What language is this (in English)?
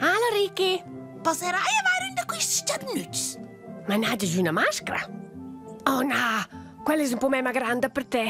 Romansh